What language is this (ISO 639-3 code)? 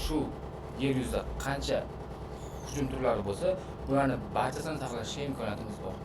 uzb